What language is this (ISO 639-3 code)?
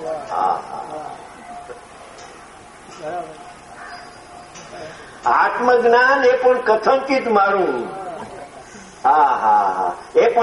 guj